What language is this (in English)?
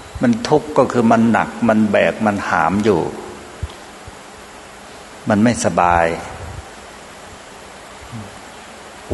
Thai